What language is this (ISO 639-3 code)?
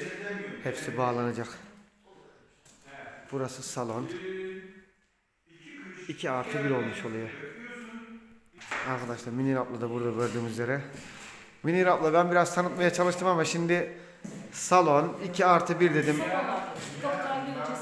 tur